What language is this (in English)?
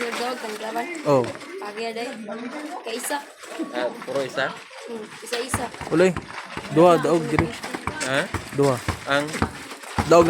Cebuano